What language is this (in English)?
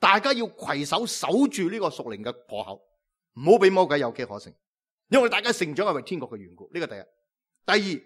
Cantonese